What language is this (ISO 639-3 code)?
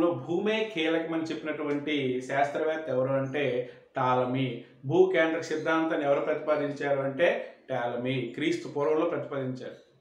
tel